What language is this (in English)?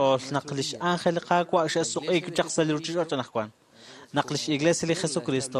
Kekchí